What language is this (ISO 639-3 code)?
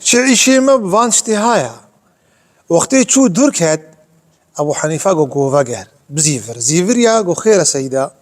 kur